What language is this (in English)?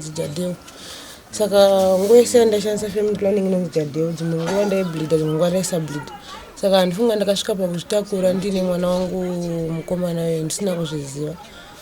Shona